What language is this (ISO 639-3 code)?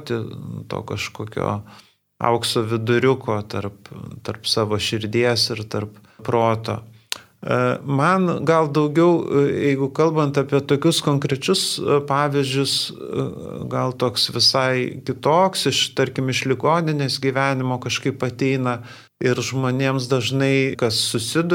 lit